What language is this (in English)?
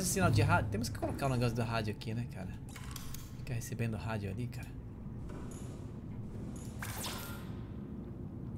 Portuguese